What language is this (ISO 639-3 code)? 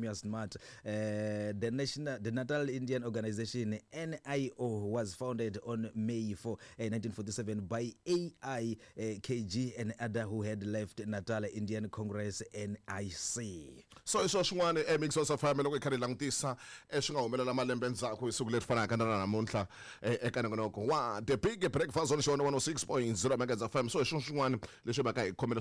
tso